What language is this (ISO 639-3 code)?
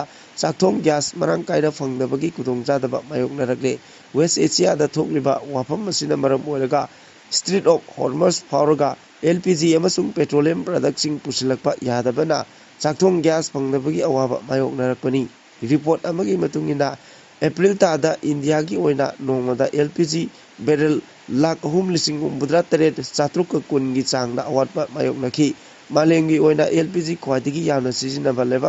mni